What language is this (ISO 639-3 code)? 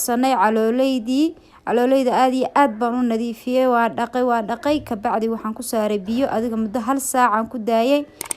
som